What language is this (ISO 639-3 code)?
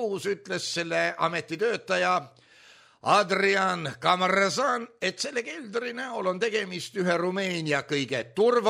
est